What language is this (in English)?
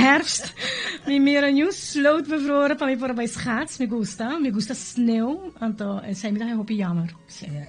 Papiamento